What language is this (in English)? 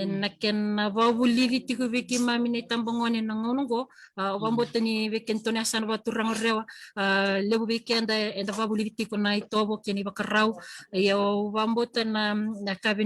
Fijian